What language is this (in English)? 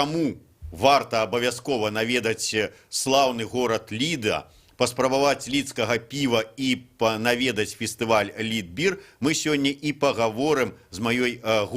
Belarusian